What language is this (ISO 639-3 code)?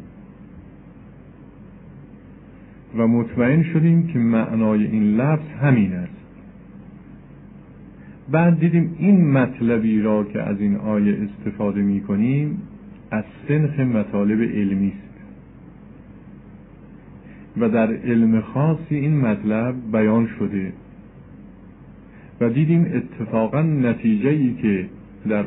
fas